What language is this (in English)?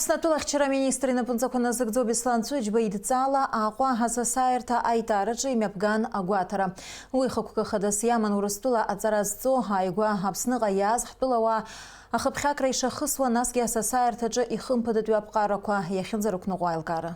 Abkhazian